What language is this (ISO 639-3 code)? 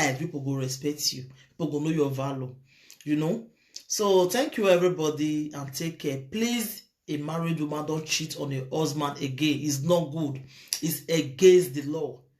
pcm